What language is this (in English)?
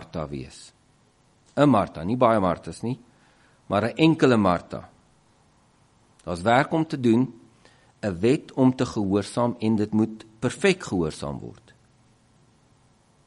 Afrikaans